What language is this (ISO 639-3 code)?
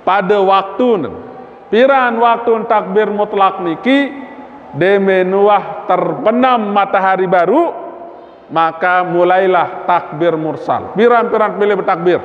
sas